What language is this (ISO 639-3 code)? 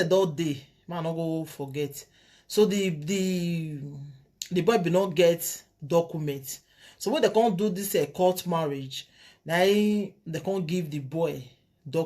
pcm